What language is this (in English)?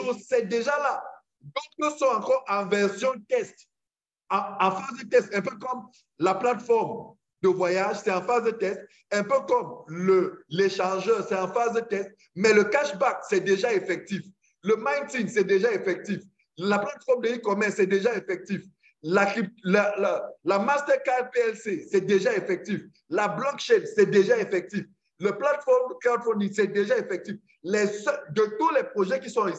French